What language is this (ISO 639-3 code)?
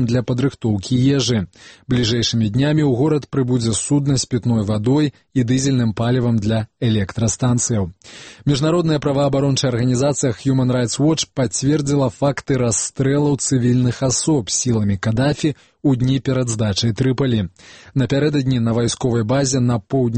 bel